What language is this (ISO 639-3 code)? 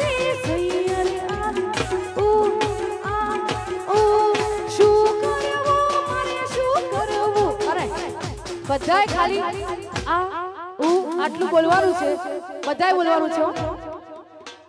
guj